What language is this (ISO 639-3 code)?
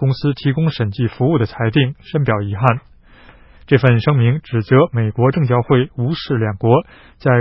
zho